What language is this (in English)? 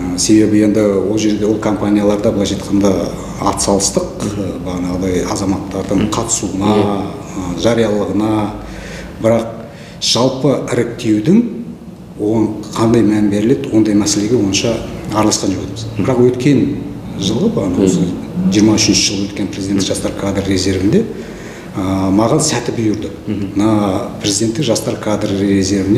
Kazakh